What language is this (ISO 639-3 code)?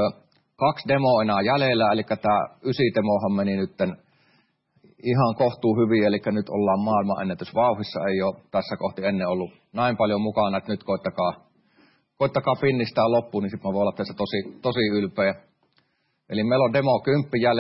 fin